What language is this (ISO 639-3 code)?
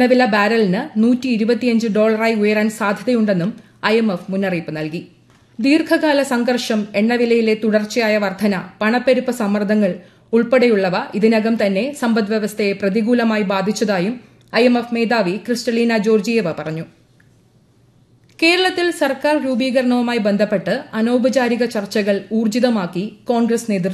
mal